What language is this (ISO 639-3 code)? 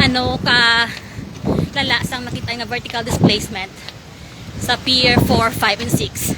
hil